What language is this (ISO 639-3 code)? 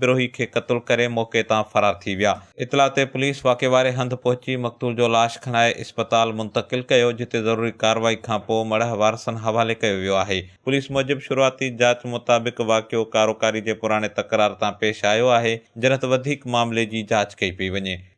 snd